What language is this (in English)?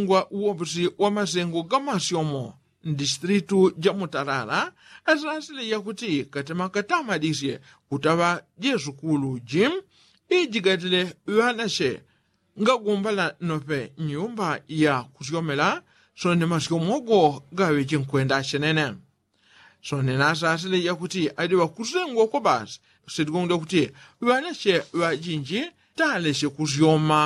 Yao